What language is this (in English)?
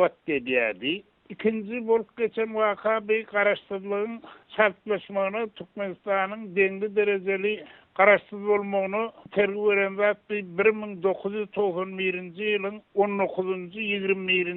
Turkmen